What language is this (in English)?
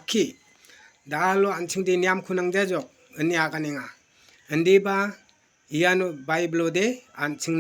Garo